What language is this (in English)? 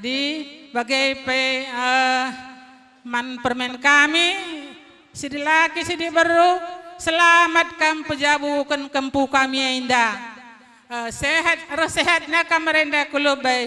Batak Karo